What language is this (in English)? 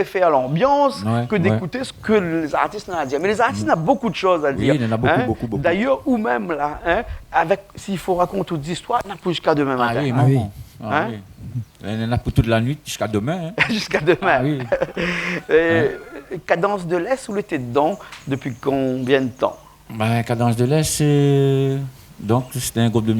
Réunion Creole French